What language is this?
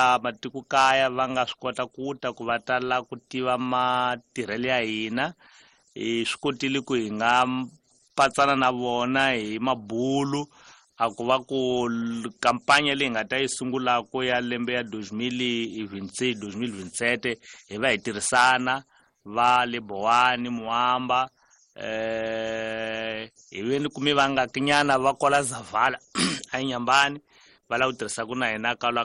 Tsonga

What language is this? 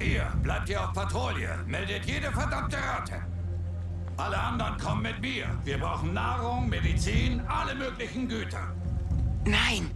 Bavarian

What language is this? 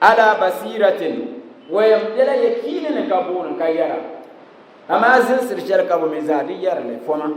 Dagbani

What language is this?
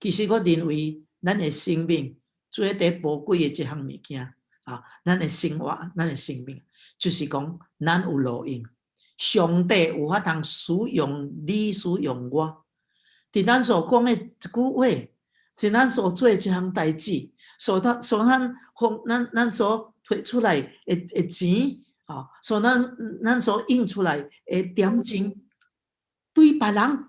Min Nan Chinese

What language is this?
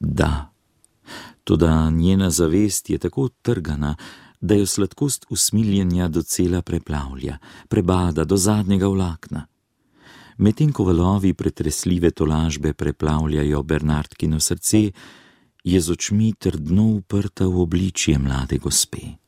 Slovenian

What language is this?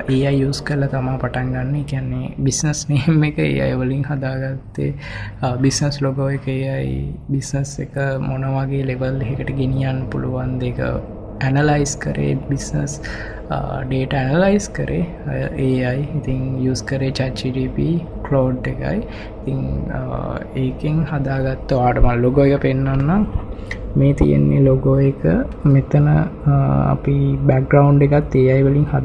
Sinhala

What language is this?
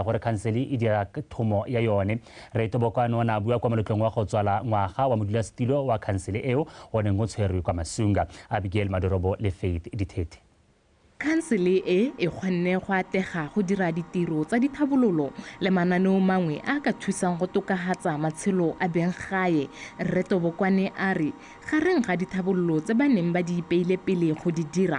Tswana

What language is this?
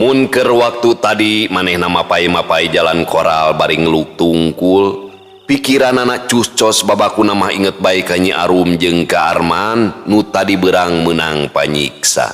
Sundanese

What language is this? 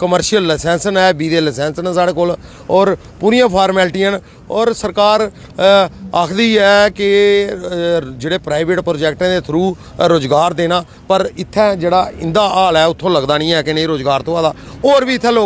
Dogri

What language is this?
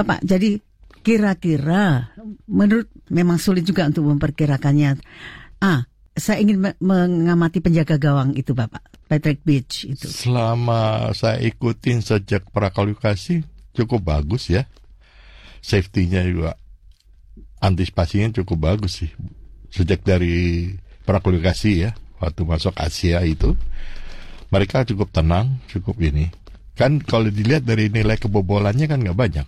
Indonesian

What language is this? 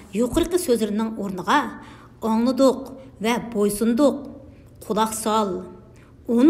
Uyghur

